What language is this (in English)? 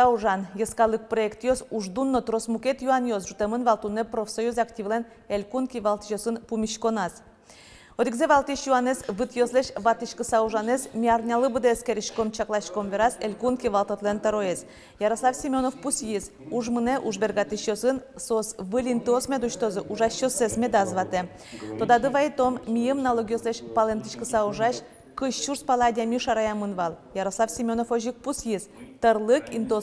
Udmurt